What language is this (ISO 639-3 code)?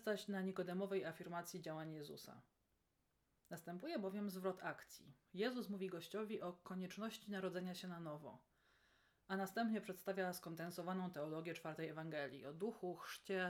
pol